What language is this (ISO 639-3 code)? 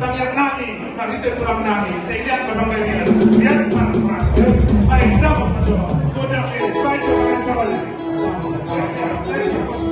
bbc